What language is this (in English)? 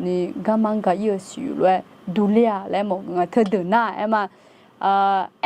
Akha